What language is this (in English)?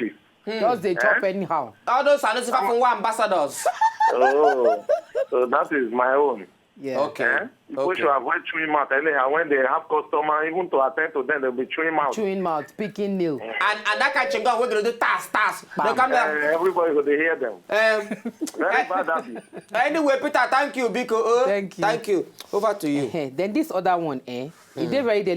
Nigerian Pidgin